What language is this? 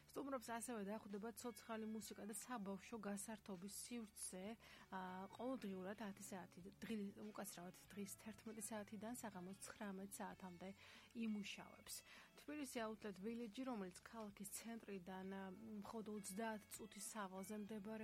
Georgian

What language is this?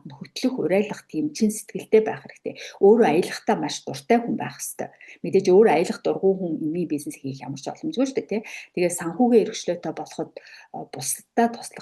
Mongolian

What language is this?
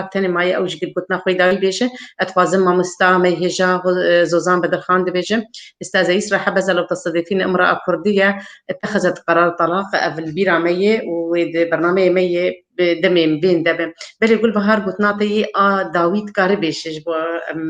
Kurdish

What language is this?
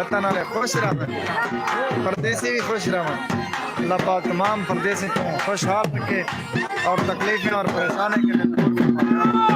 Saraiki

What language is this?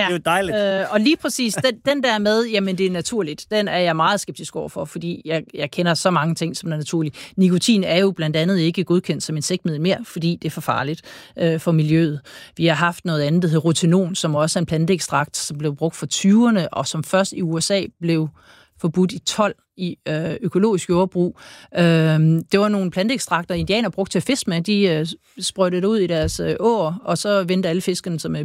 Danish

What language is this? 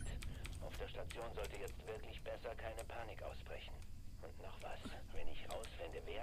Bavarian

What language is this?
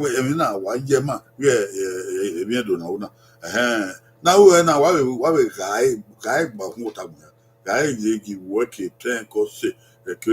Bini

